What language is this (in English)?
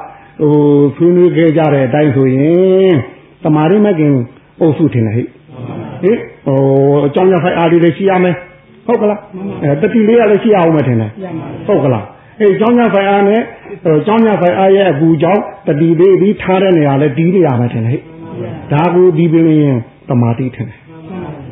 Burmese